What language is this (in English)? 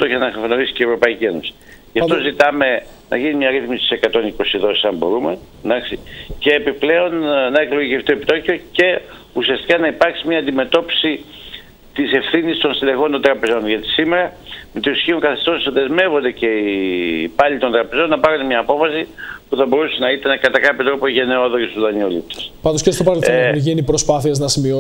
Greek